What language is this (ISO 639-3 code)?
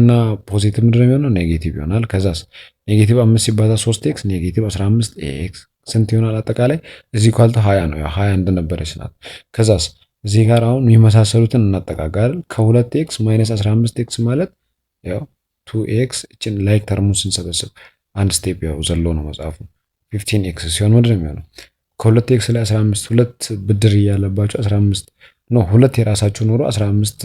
amh